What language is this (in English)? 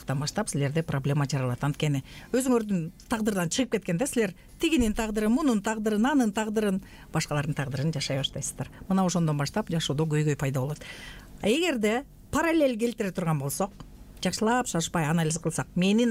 Kyrgyz